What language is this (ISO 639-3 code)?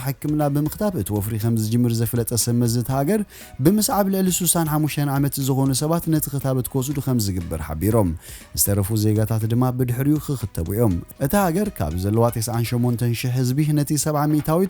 tir